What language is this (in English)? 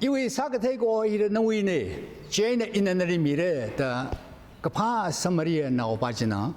Tangkhul Naga (India)